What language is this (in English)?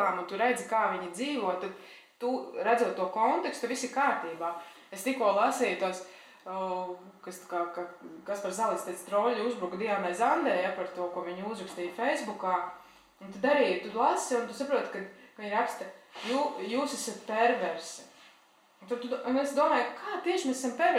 Latvian